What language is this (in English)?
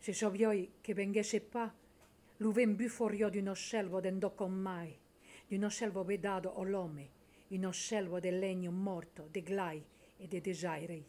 Occitan